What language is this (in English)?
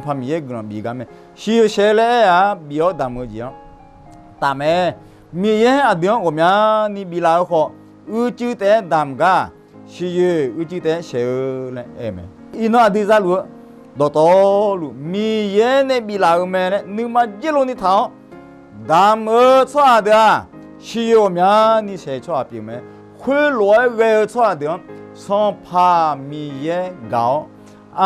Akha